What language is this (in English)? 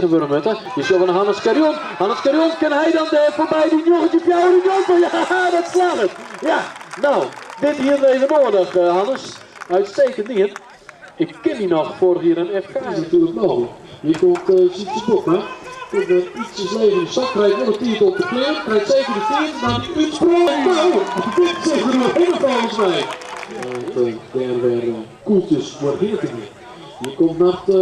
Western Frisian